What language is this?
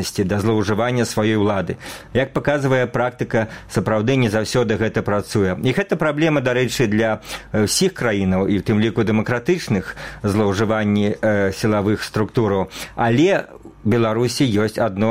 Belarusian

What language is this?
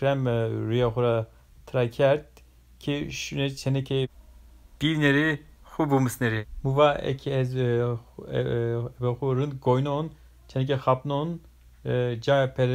Zaza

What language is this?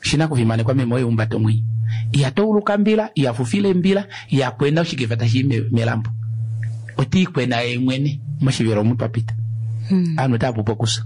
Kuanyama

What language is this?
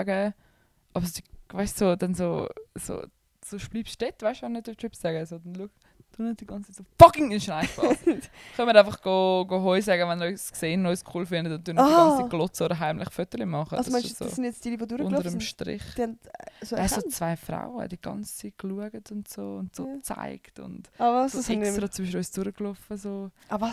Swiss German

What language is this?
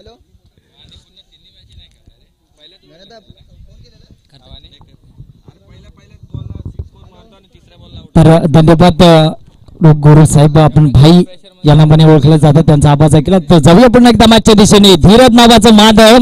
Marathi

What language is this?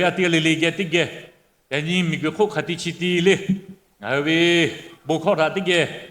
Lahu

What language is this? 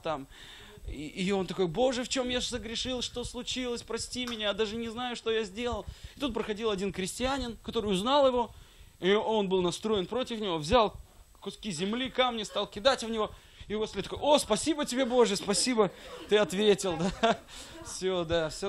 Russian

